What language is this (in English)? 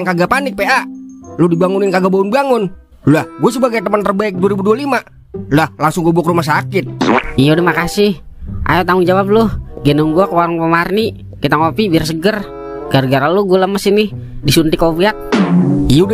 Betawi